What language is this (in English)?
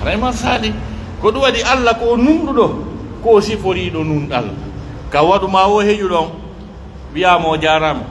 Pular